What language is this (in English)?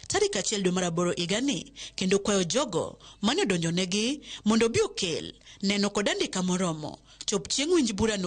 Luo (Kenya and Tanzania)